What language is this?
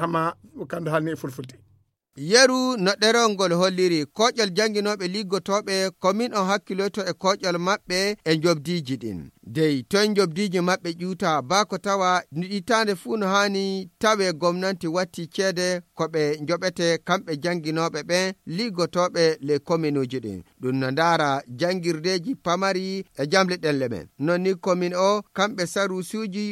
Fula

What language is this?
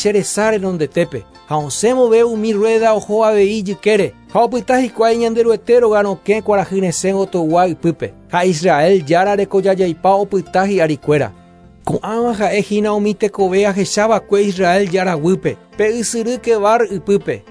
Guarani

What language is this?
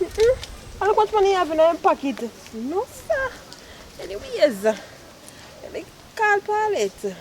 Jamaican Creole English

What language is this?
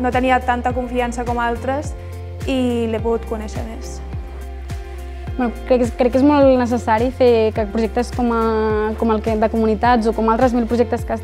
Catalan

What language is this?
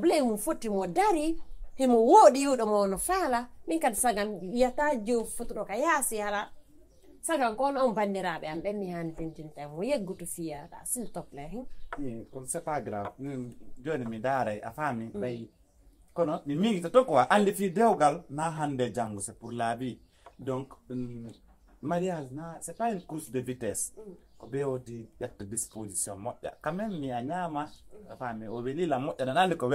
Fula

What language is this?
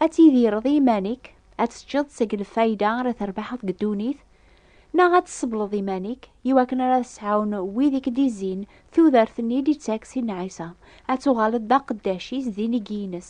Kabyle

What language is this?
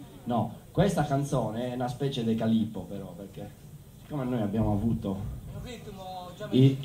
Italian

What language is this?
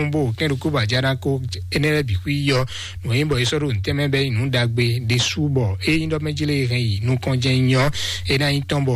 Fon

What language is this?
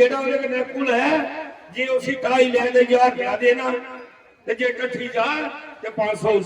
Dogri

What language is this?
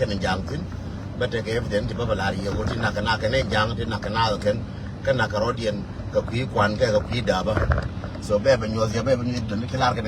Nuer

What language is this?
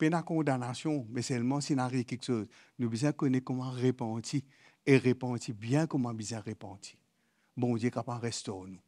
Morisyen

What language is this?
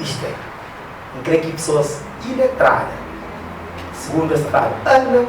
Kabuverdianu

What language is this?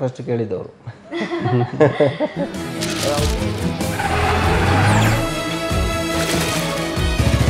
Kannada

